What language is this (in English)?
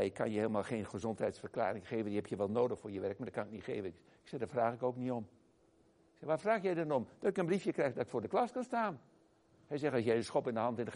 Dutch